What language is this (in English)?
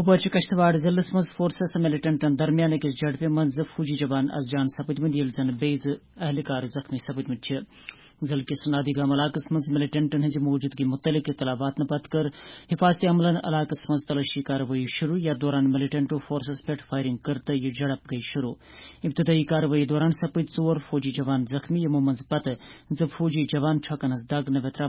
Kashmiri